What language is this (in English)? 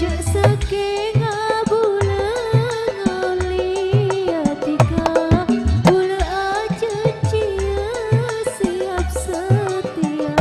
Madurese